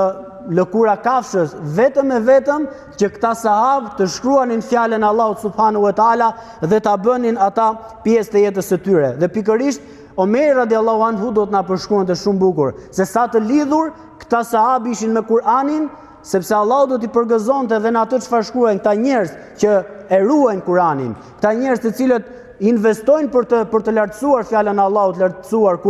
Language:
Albanian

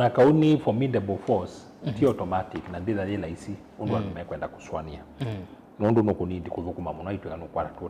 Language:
Kamba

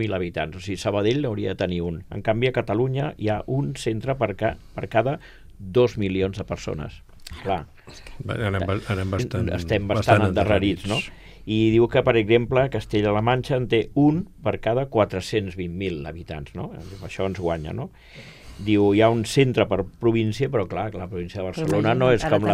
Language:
Catalan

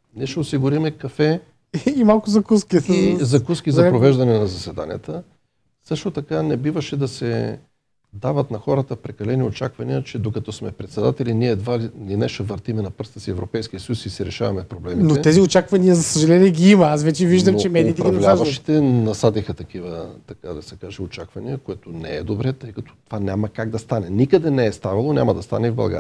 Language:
Bulgarian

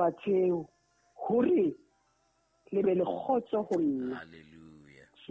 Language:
Southern Sotho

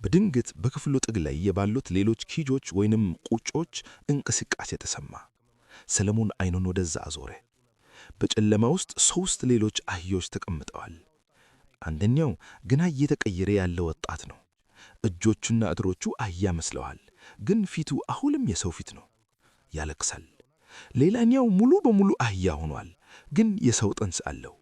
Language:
Amharic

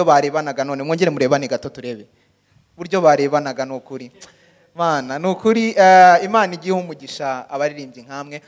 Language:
Kinyarwanda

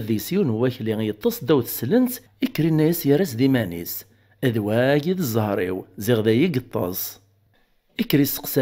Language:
Kabyle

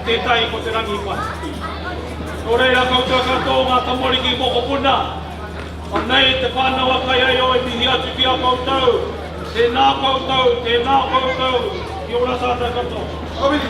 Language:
Māori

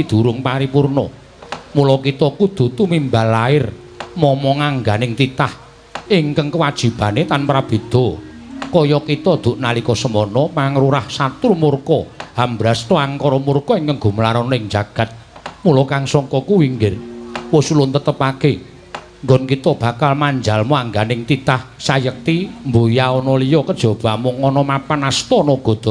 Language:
Javanese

